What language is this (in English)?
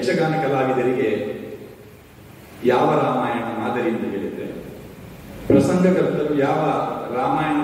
Kannada